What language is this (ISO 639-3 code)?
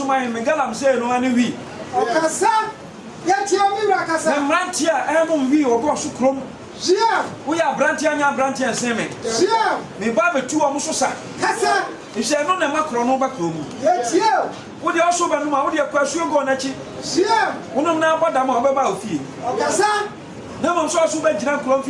aka